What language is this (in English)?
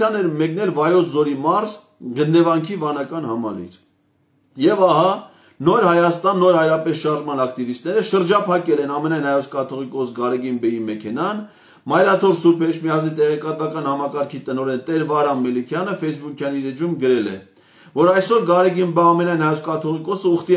Armenian